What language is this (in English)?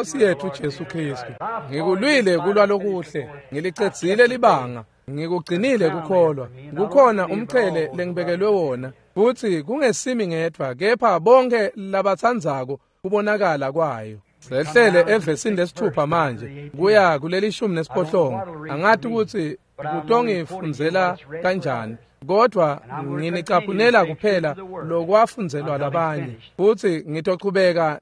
Swati